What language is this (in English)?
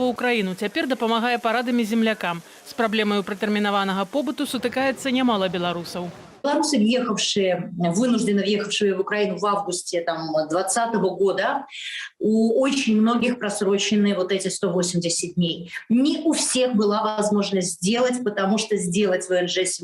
Belarusian